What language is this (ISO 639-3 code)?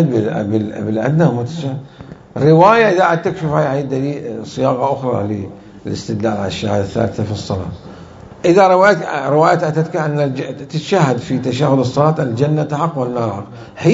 acm